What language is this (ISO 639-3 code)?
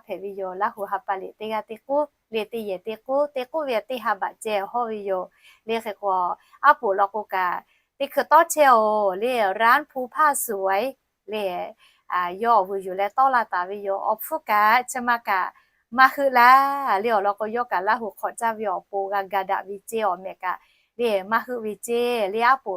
lhu